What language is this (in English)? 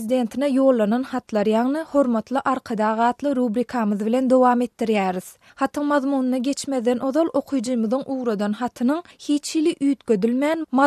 Turkmen